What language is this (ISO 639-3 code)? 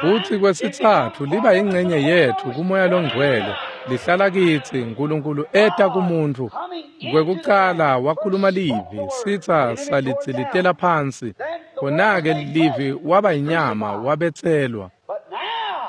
ssw